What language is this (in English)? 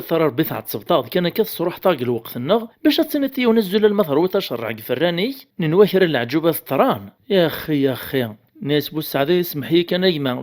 Kabyle